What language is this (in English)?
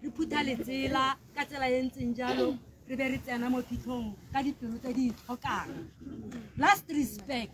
Tswana